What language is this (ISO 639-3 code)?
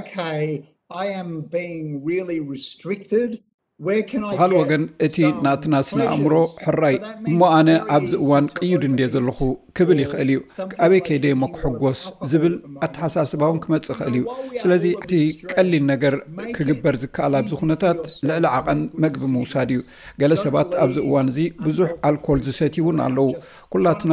tir